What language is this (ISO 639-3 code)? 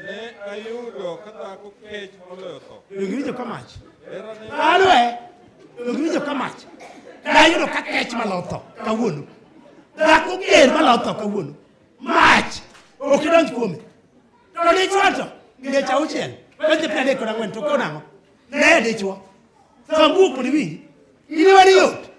luo